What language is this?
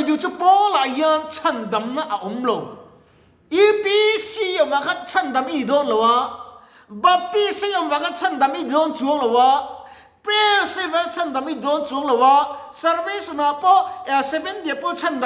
Mizo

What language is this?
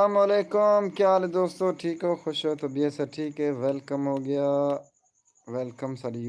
Saraiki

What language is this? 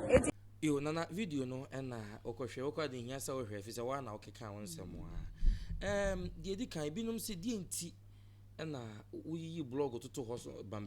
Akan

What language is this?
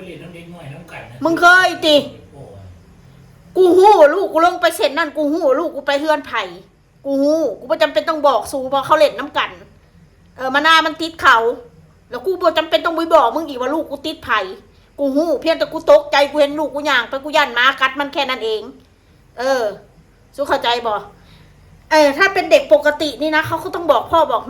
Northeastern Thai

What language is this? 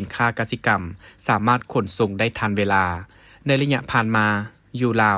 Lao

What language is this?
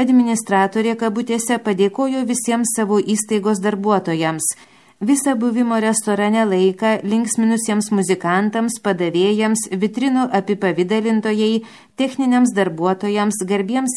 Lithuanian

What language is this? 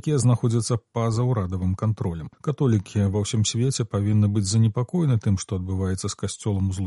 Belarusian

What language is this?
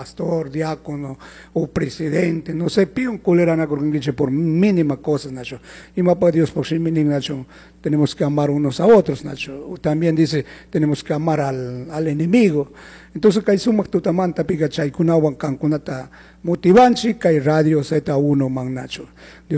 Chimborazo Highland Quichua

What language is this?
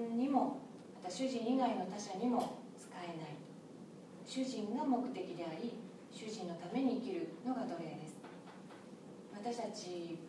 Japanese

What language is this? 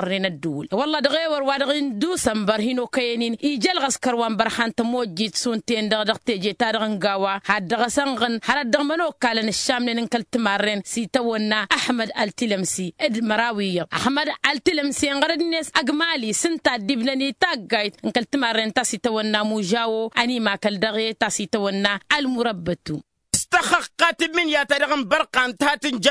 Tamasheq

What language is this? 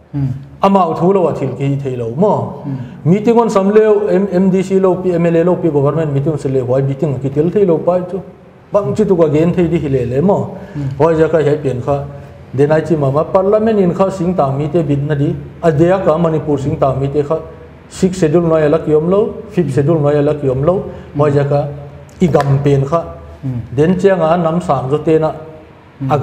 Paite Chin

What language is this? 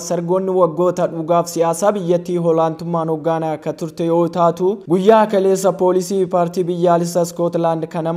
Oromo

